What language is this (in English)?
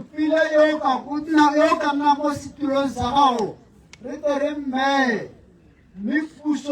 Tswana